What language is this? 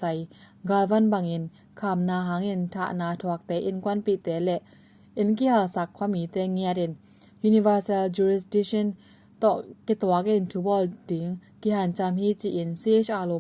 Tedim Chin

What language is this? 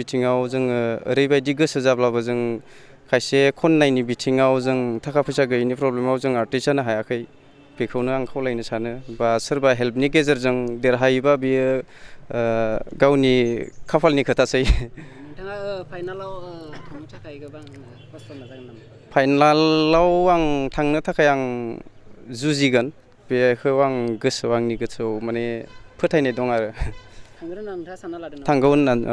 Bodo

